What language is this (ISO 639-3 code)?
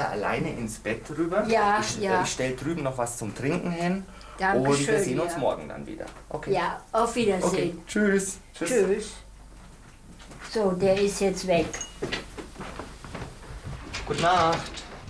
deu